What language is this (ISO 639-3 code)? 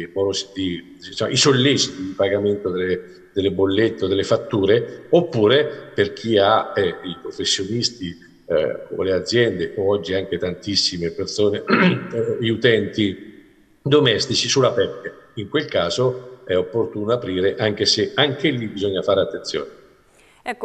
ita